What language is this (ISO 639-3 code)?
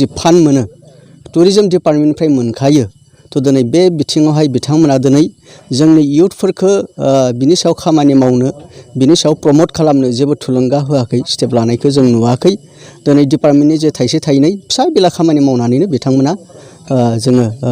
brx